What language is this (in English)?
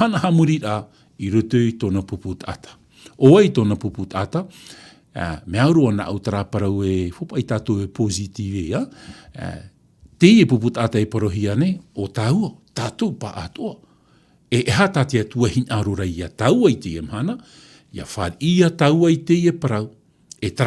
Tahitian